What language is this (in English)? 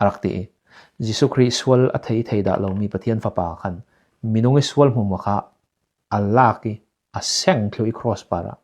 Falam Chin